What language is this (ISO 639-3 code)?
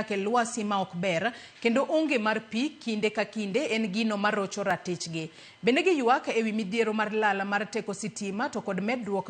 luo